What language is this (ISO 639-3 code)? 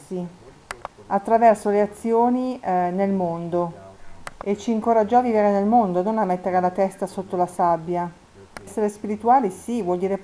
ita